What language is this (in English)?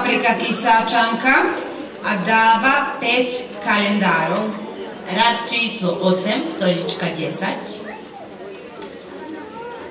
Slovak